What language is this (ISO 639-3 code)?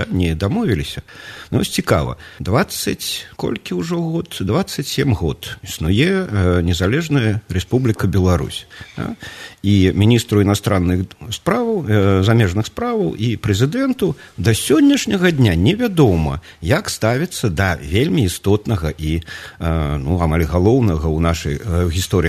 bel